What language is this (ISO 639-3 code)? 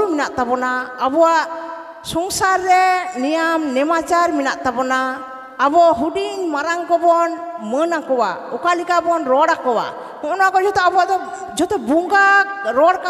sat